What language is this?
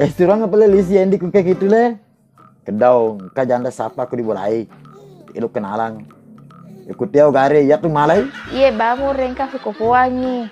Buginese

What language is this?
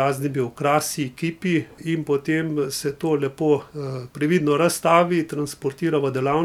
Slovenian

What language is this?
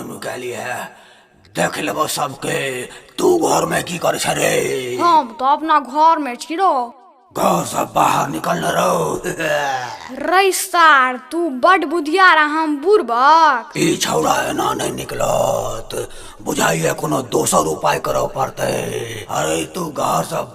Maithili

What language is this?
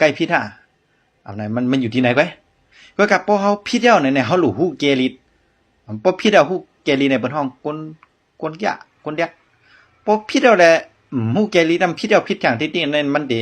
Shan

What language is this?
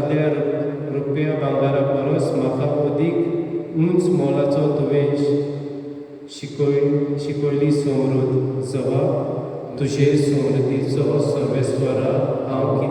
Konkani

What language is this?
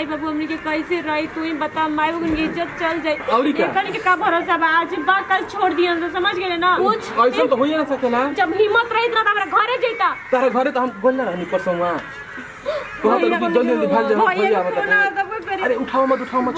Bhojpuri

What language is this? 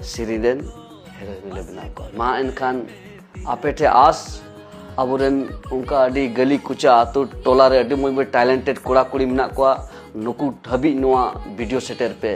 Santali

